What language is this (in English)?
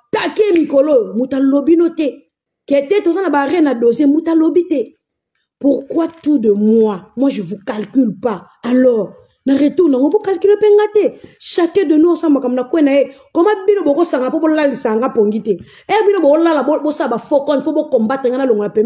Lingala